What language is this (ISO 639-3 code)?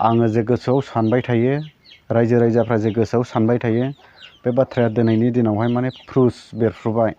brx